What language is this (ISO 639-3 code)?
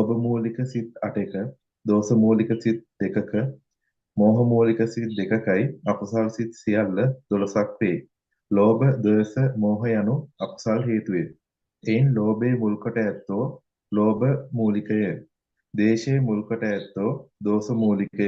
sin